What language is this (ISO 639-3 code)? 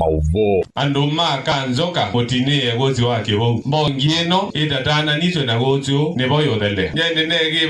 kam